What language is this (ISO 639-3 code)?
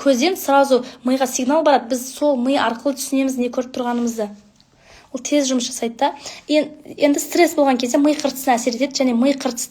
kaz